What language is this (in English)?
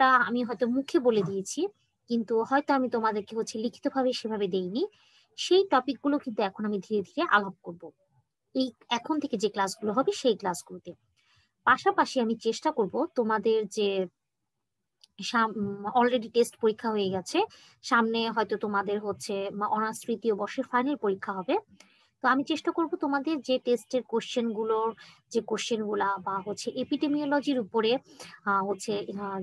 Bangla